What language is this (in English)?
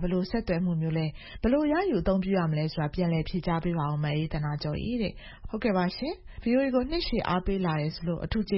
Burmese